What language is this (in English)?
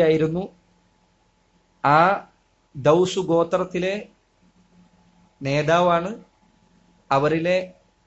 Malayalam